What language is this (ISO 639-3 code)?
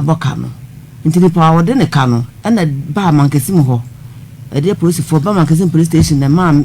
aka